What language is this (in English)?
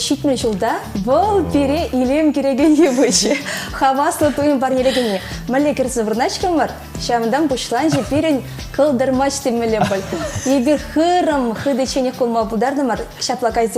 Chuvash